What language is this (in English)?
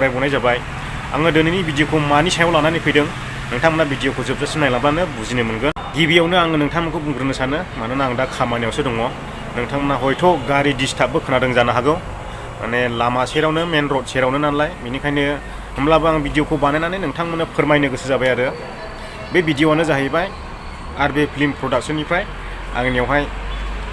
Bodo